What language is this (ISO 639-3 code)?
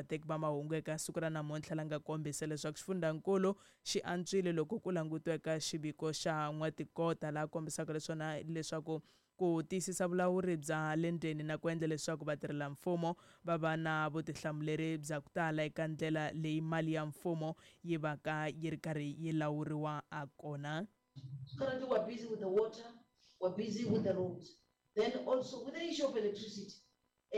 tso